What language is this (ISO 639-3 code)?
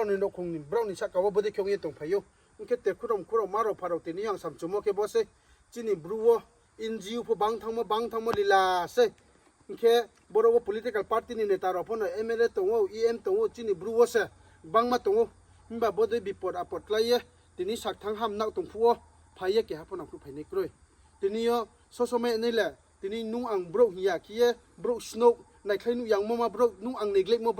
ria